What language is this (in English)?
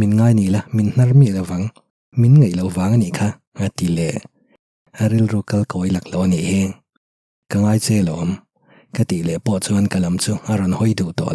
Mizo